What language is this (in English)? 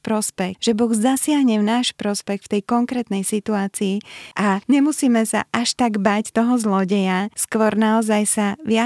Slovak